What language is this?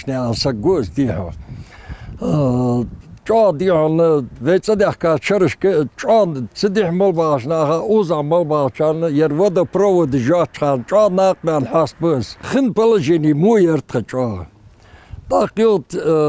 Ingush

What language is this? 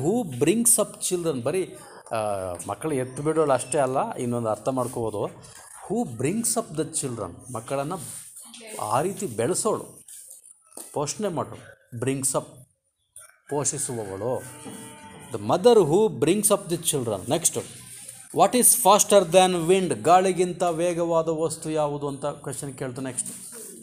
Kannada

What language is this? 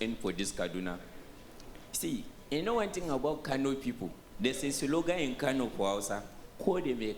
Nigerian Pidgin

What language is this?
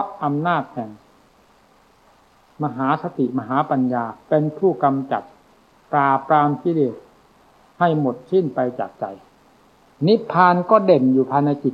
Thai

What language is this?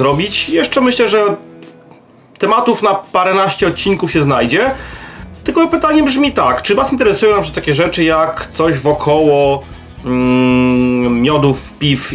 Polish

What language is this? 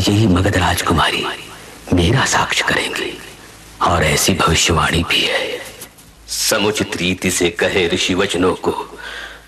Hindi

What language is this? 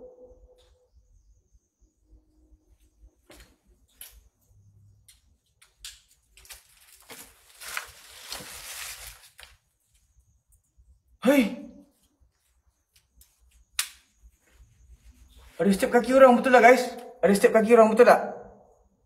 Malay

